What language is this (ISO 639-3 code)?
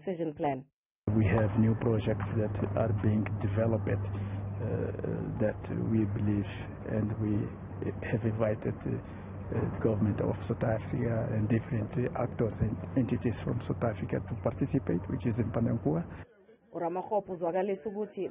zul